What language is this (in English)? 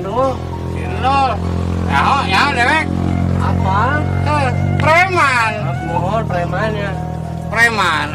Sundanese